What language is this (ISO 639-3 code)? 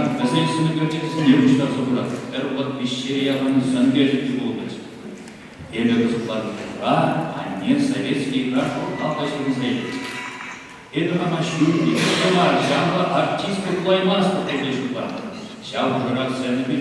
chv